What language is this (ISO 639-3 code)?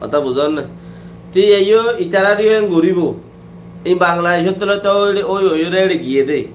rhg